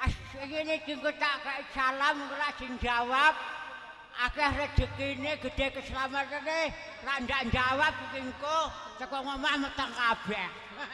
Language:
Javanese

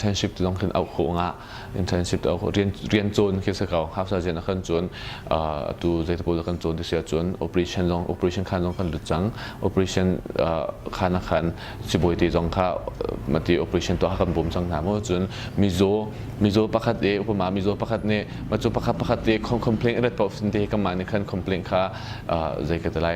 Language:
Hakha Chin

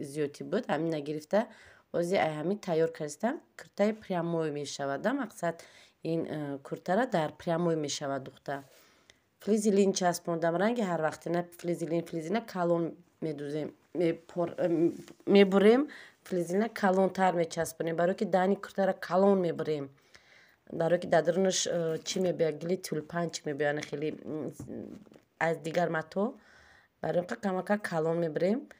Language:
Tajik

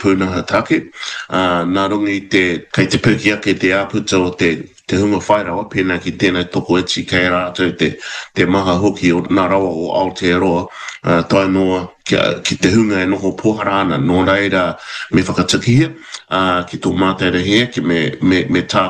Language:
Māori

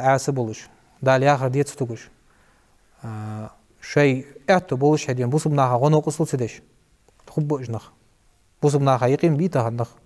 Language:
Ingush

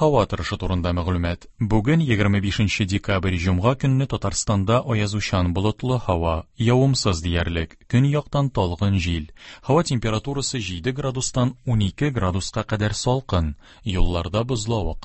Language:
Tatar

